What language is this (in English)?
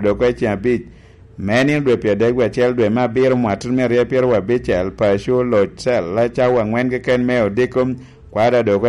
Lango (Uganda)